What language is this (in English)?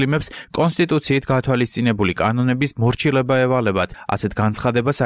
Georgian